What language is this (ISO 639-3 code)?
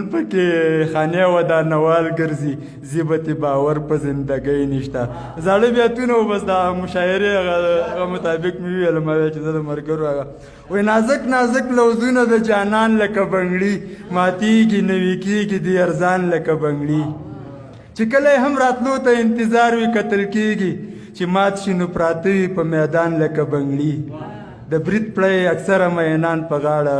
pus